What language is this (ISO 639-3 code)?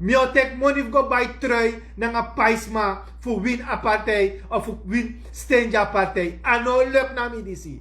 srn